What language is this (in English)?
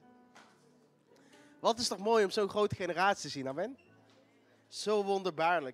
Dutch